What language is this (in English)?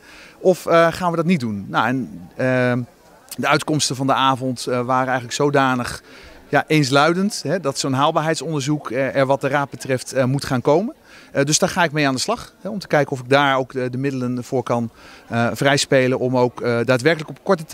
Dutch